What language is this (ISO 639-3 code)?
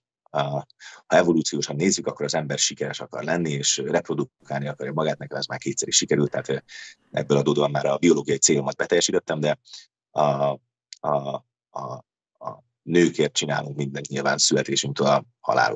hun